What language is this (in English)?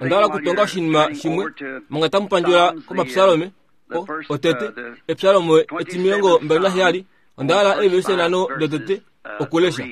Kuanyama